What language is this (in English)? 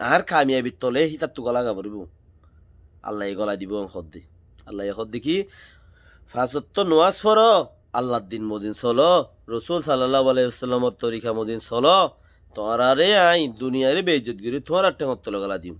Rohingya